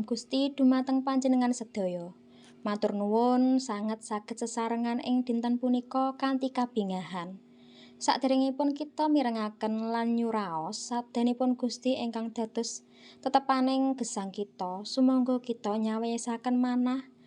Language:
Javanese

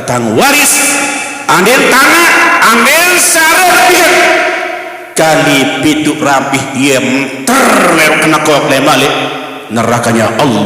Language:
Sasak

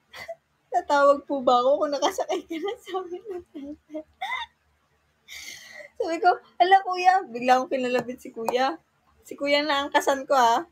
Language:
Filipino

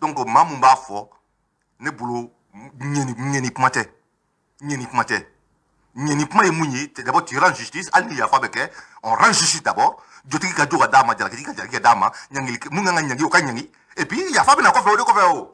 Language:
Bambara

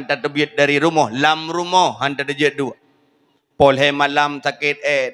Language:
Achinese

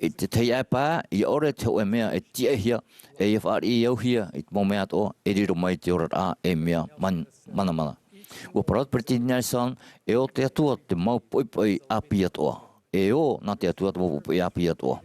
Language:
Tahitian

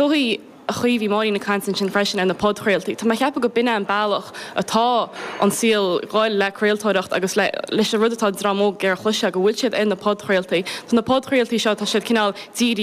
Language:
Irish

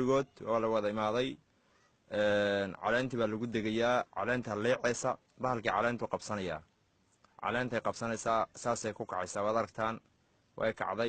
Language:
Somali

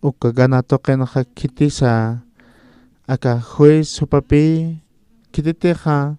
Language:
Aymara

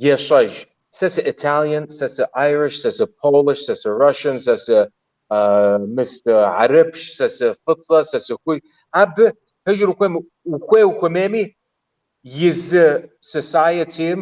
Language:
Kabardian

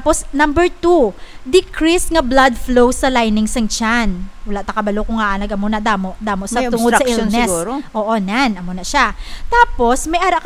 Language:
Hiligaynon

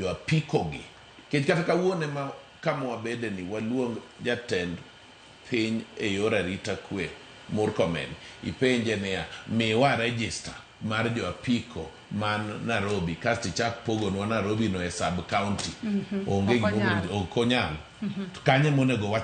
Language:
Luo (Kenya and Tanzania)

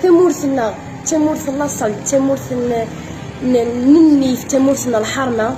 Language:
Kabyle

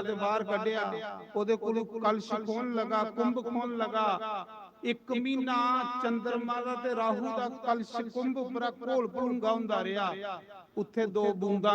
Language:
Dogri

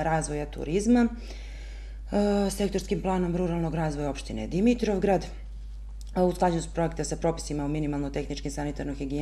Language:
Serbian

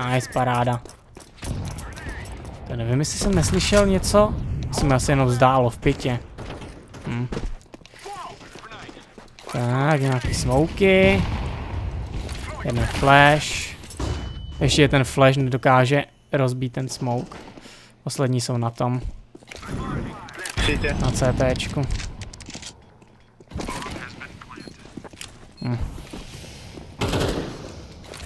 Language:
Czech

